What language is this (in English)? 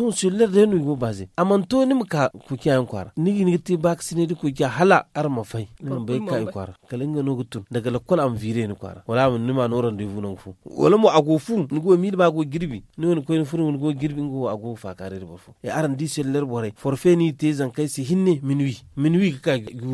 Zarma